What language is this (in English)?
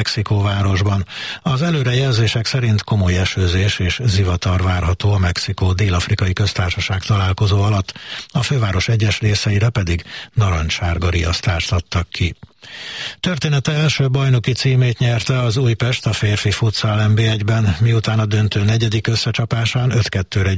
Hungarian